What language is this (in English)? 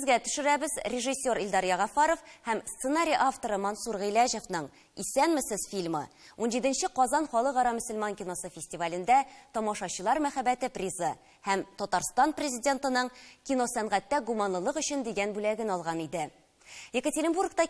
Tatar